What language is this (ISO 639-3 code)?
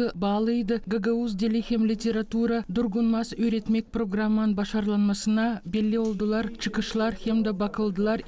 gag